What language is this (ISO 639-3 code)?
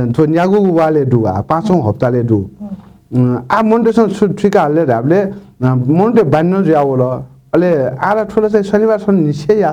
new